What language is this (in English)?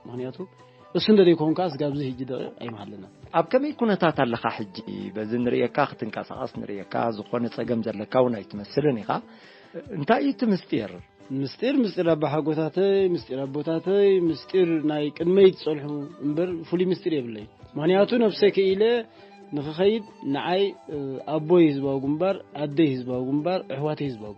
Tigrinya